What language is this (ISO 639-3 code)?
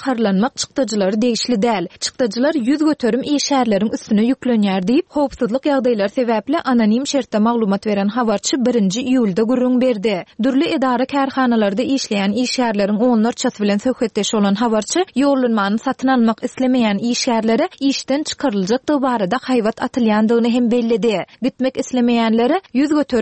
tuk